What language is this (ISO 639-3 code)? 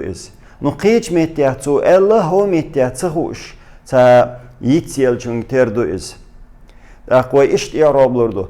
che